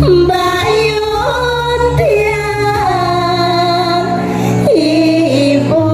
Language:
Balinese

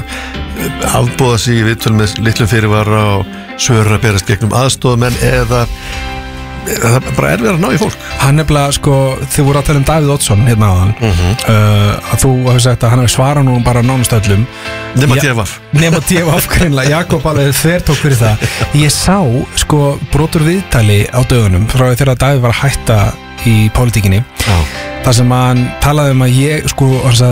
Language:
Icelandic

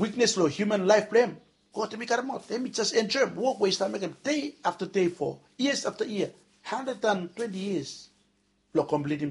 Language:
Bislama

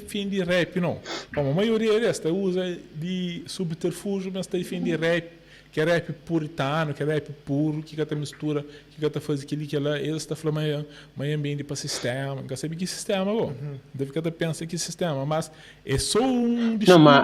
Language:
Kabuverdianu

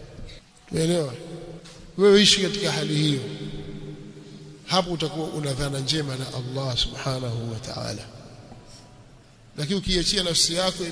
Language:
Swahili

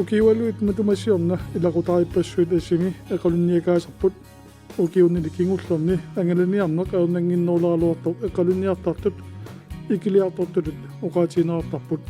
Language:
Kalaallisut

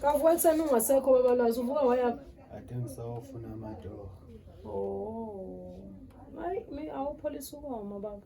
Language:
Zulu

